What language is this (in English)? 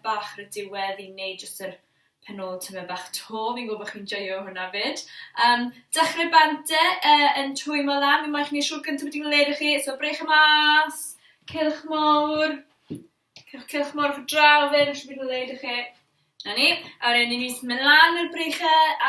Welsh